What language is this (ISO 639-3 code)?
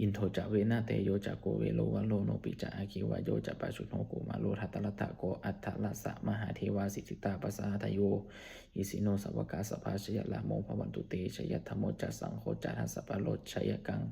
pli